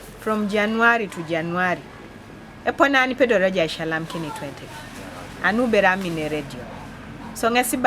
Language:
Teso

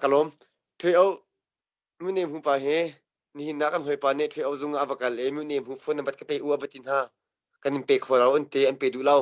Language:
Hakha Chin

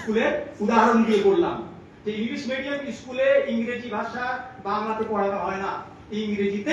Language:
Bangla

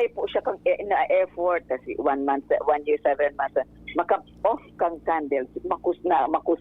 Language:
Bikol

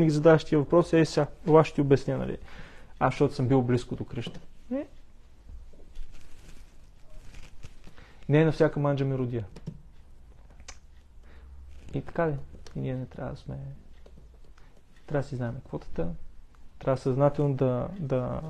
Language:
Bulgarian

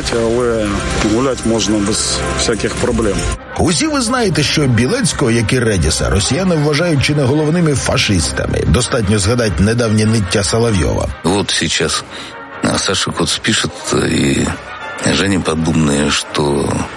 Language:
Ukrainian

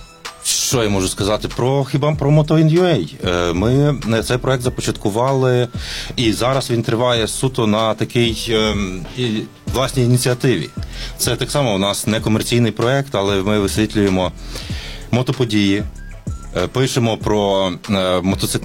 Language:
Ukrainian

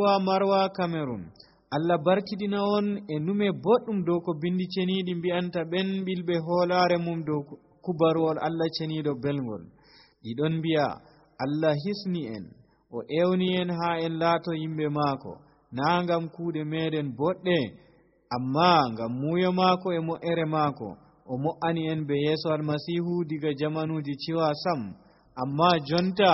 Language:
Nigerian Fulfulde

